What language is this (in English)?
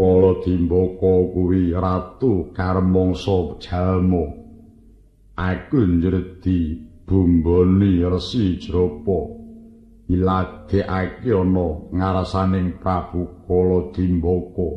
Javanese